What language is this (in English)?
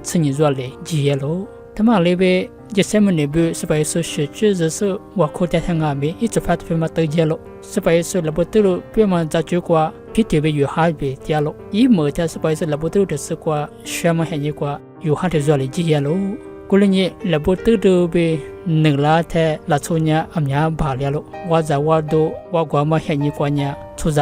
Lisu